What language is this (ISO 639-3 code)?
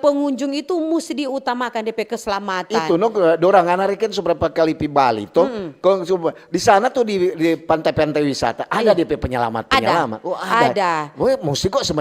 xmm